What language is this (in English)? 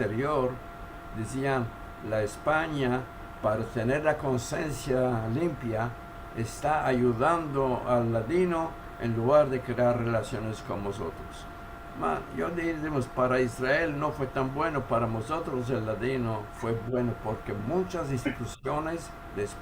Ladino